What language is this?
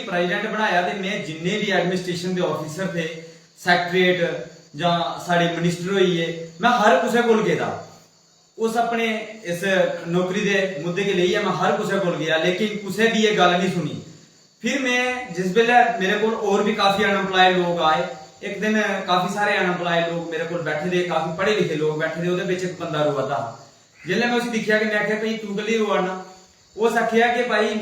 Dogri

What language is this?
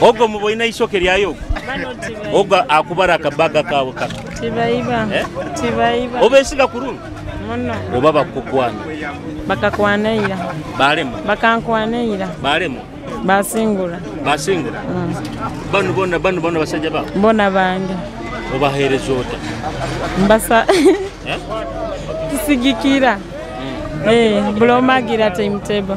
Nyoro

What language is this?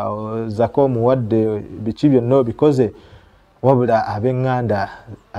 Ganda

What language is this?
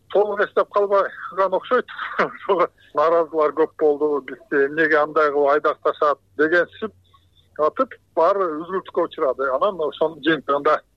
Kyrgyz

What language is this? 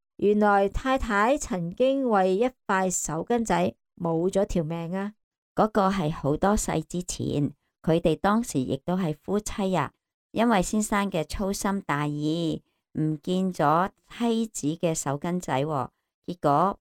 Cantonese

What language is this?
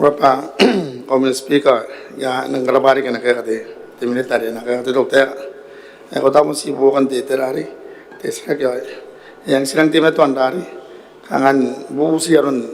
Gilbertese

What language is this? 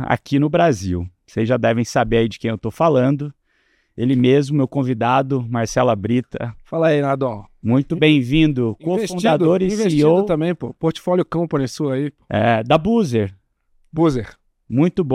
Portuguese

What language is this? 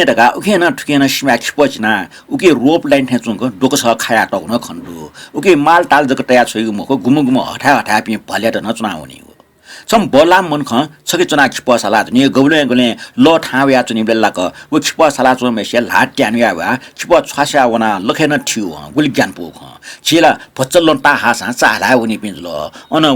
Newari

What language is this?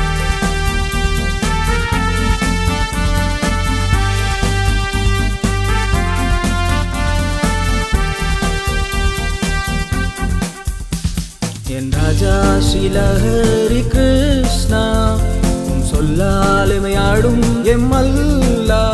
Tamil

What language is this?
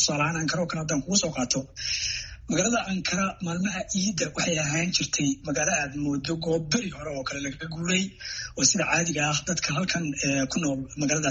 Somali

